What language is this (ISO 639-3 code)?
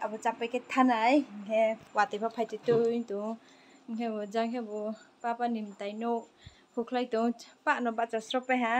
ria